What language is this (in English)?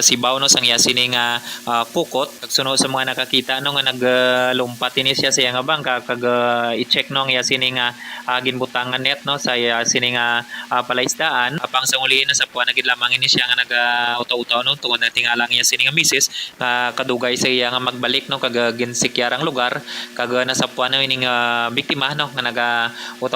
Hiligaynon